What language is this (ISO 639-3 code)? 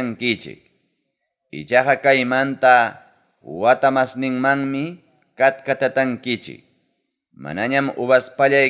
quy